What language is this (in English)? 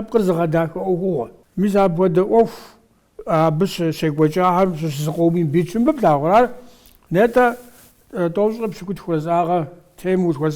Kabardian